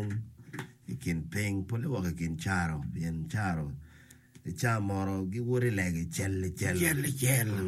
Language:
Acoli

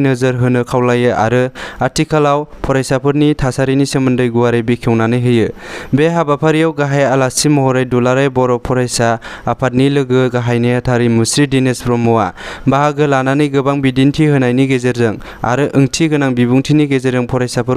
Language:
Bodo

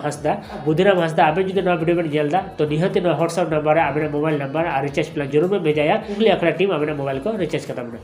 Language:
Santali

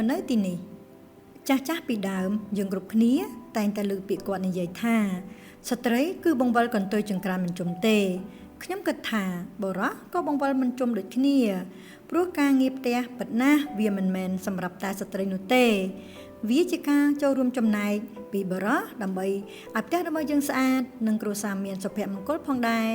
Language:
Khmer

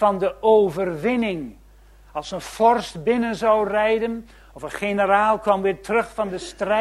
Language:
Dutch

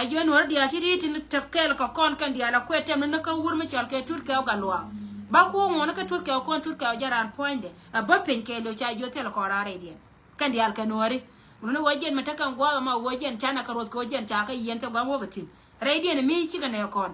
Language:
Nuer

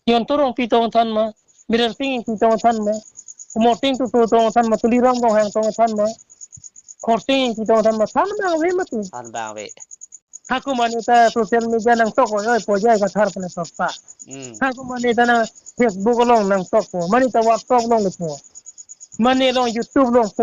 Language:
Karbi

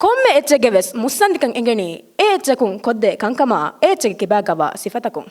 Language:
Divehi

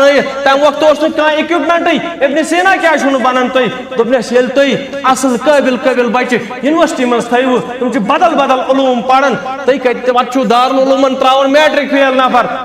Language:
Kashmiri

